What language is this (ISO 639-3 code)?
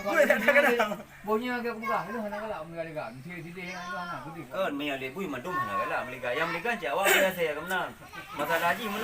ace